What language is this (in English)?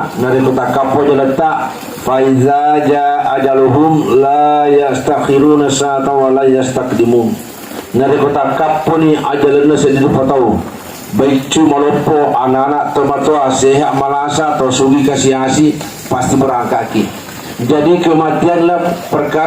Buginese